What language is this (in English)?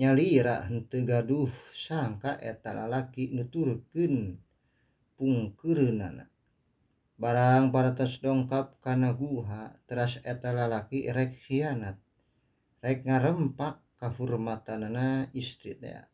Sundanese